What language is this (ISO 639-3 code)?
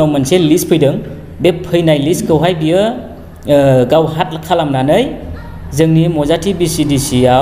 brx